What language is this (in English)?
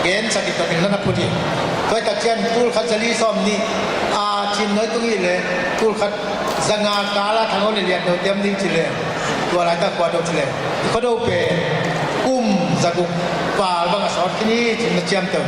Tedim Chin